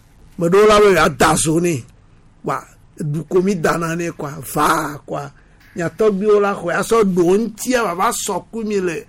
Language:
Gen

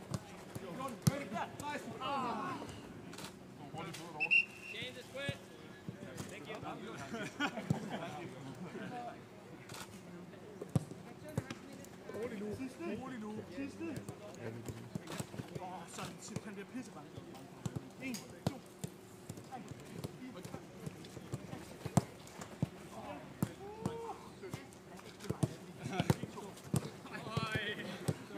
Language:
Danish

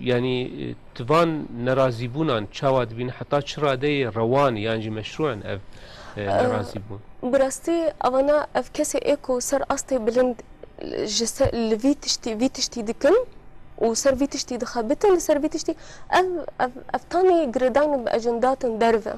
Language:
Kurdish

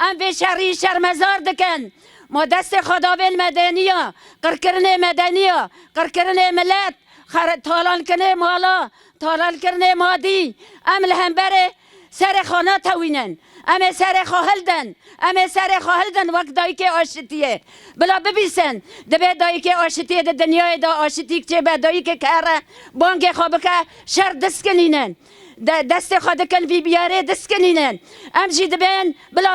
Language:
Kurdish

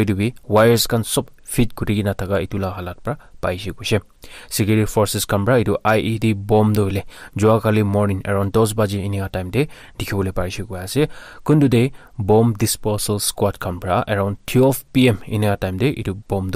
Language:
Naga Pidgin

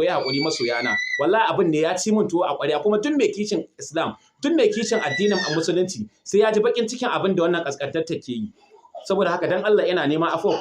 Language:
Hausa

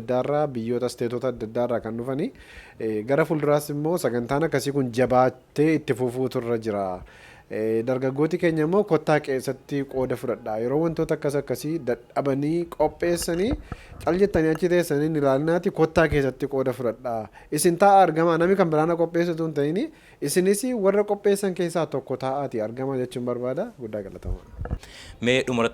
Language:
Oromo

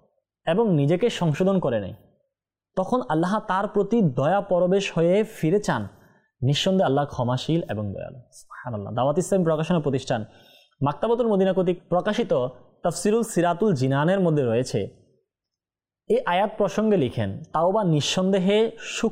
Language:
Bangla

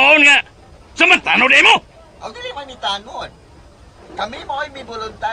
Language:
Cebuano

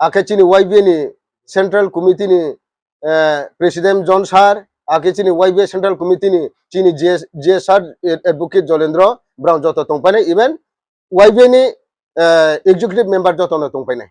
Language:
Riang (India)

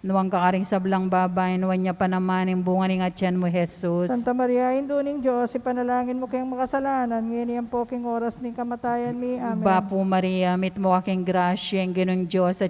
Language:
Pampanga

